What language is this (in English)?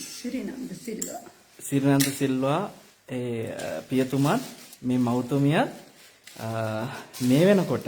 Sinhala